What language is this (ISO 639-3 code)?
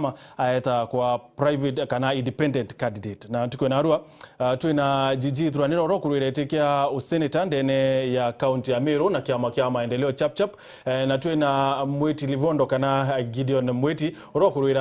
mer